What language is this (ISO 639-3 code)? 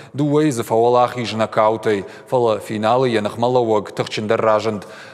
oss